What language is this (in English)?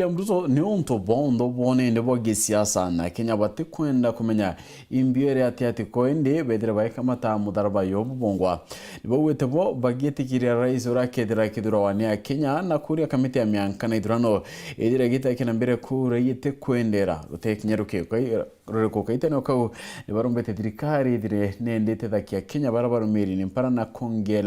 Meru